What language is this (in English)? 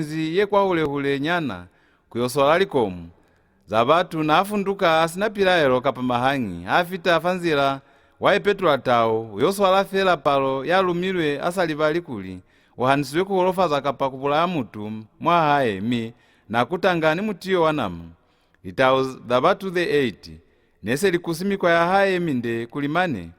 Lozi